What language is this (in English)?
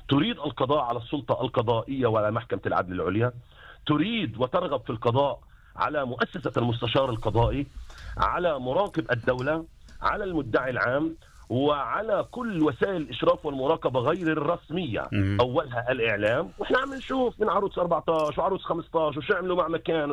North Levantine Arabic